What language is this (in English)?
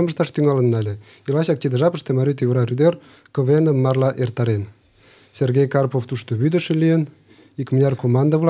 Mari